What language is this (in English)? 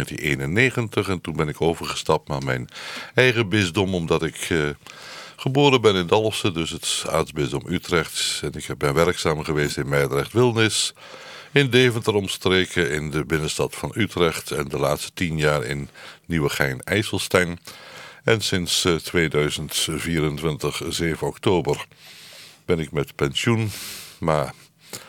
Dutch